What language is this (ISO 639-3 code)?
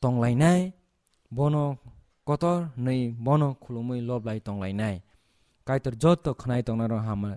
trp